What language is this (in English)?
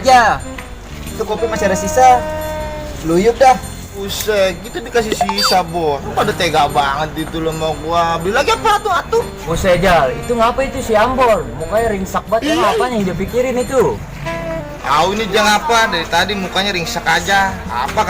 Betawi